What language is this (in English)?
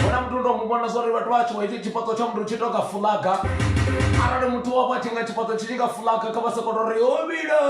Venda